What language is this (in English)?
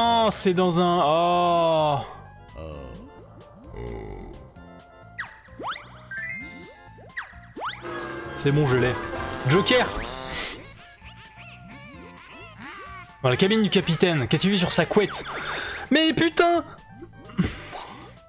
French